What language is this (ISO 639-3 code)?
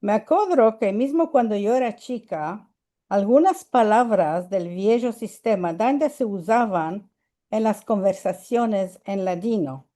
lad